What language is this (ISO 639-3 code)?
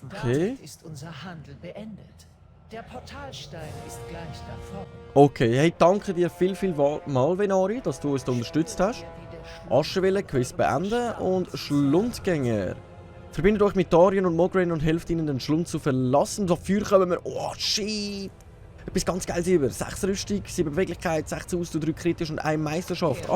gsw